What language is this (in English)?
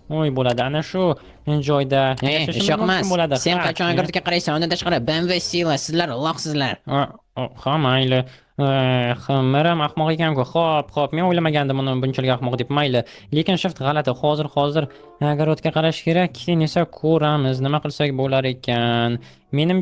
Uzbek